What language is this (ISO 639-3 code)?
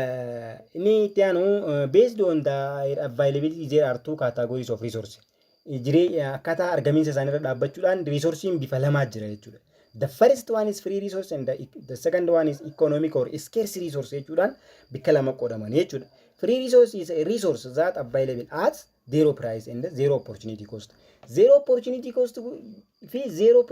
orm